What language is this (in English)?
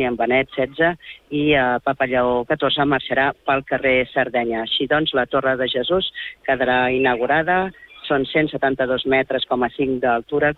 Catalan